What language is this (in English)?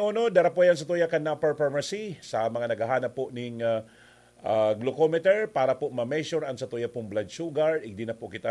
Bikol